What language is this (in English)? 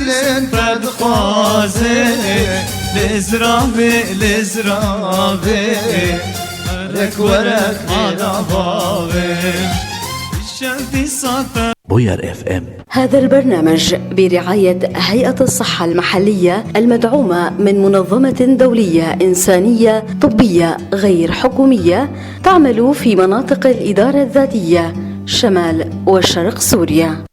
North Levantine Arabic